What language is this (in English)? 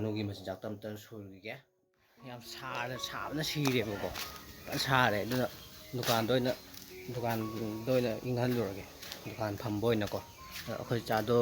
Manipuri